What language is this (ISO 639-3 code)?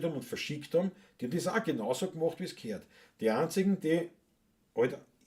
bar